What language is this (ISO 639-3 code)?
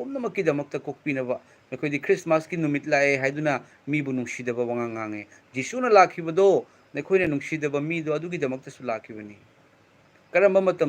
mni